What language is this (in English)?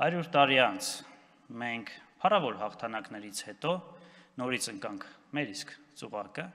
Armenian